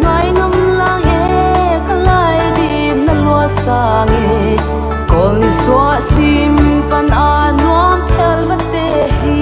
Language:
Paite Chin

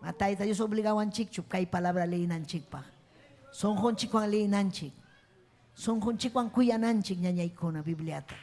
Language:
Ayacucho Quechua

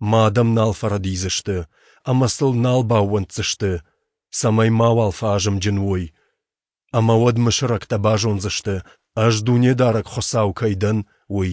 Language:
Ossetic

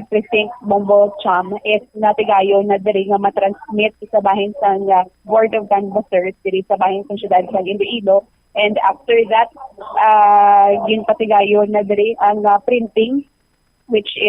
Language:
Hiligaynon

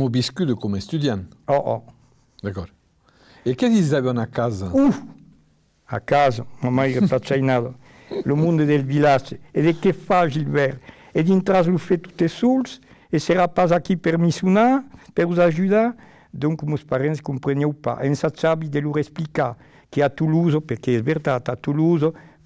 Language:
Occitan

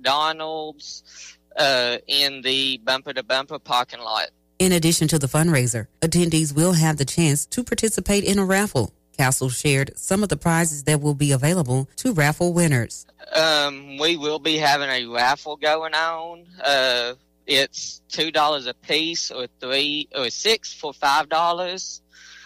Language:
English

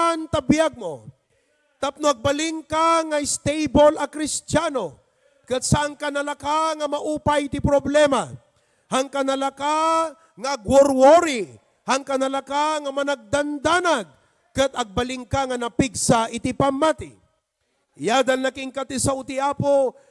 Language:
Iloko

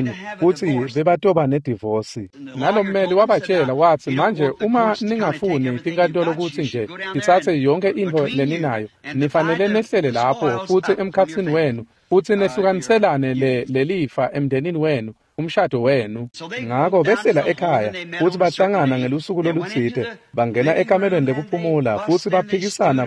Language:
Swati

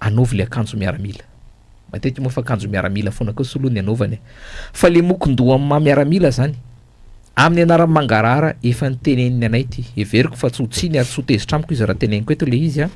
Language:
Malagasy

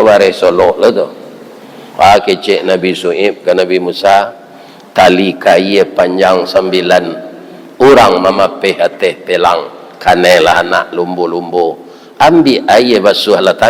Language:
Minangkabau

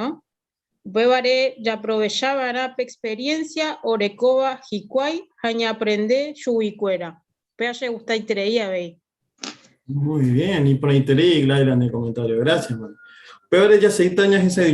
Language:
Guarani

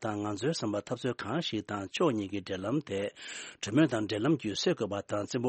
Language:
Tibetan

